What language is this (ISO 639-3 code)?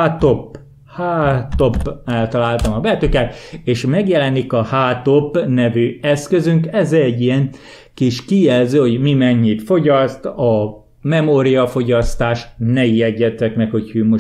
hun